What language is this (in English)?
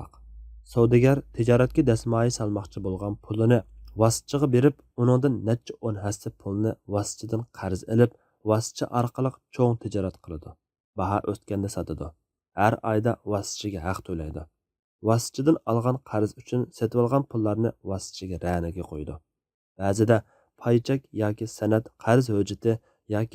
Uyghur